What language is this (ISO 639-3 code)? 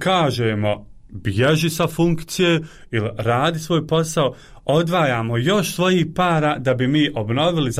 bos